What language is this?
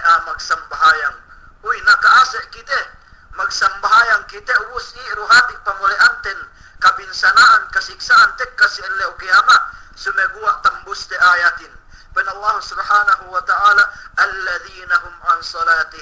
Yakan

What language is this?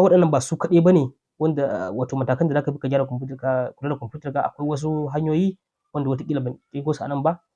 Hausa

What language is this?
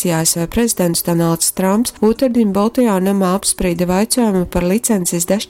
Latgalian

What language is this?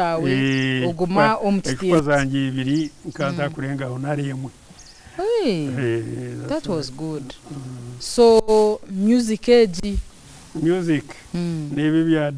Nyankole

